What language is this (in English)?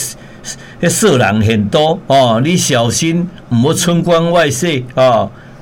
Min Nan Chinese